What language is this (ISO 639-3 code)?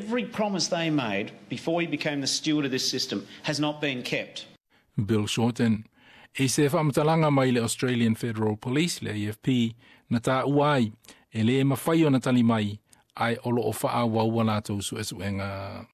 smo